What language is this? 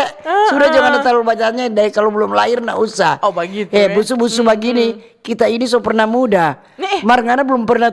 Manado Malay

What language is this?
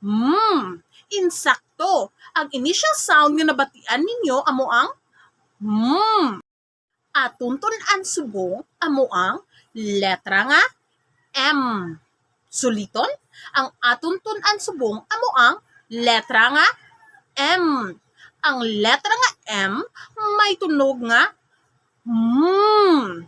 Hiligaynon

